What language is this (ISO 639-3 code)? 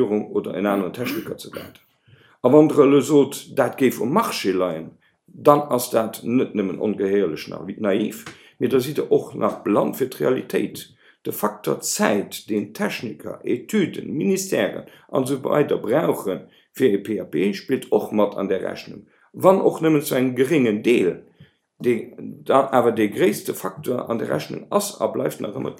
ltz